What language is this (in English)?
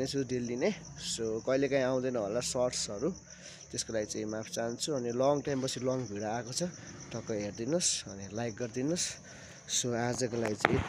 Nepali